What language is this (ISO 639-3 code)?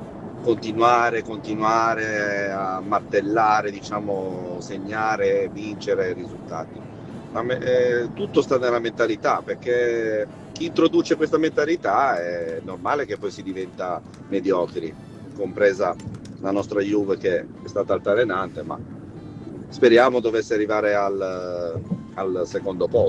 ita